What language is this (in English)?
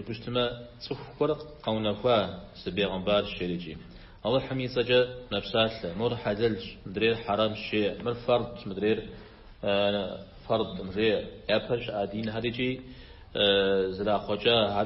Kabardian